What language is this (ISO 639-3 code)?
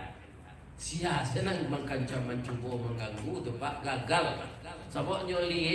min